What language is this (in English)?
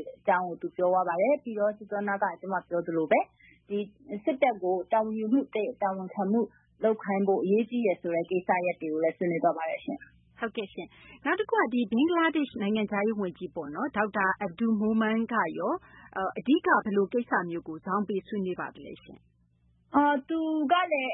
Burmese